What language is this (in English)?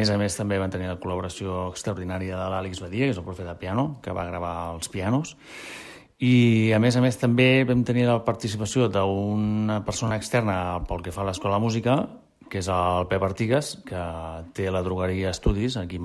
Catalan